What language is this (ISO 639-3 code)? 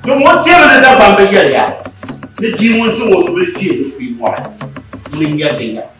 dag